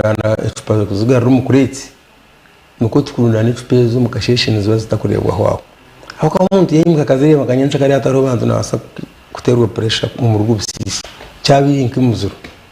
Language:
Nyankole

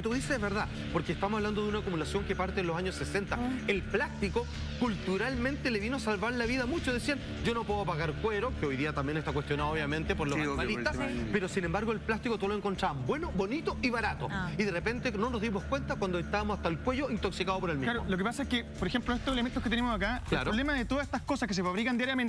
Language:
Spanish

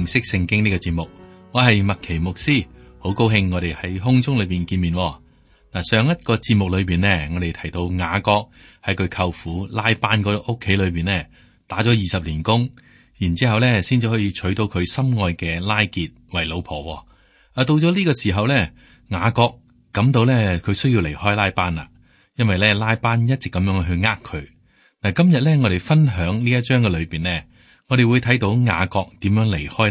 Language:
Cantonese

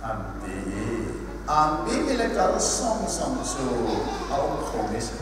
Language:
Hakha Chin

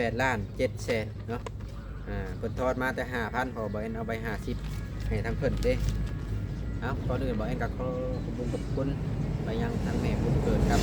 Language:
Lao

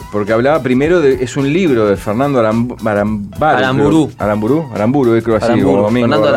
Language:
Spanish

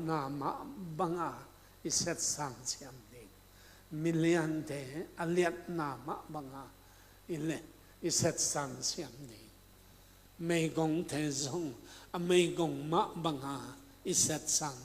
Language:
Tedim Chin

